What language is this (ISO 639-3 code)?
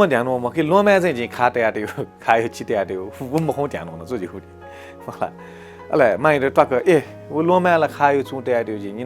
new